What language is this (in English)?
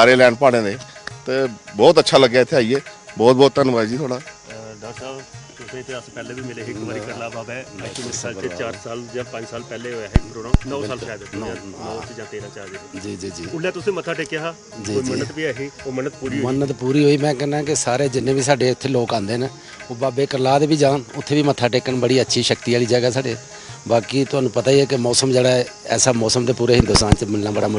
Dogri